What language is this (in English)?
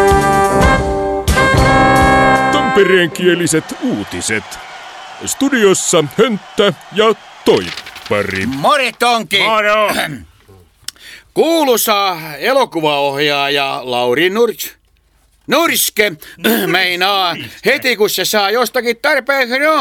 Finnish